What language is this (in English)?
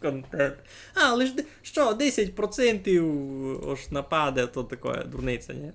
Rusyn